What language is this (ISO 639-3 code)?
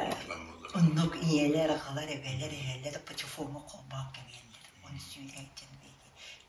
sah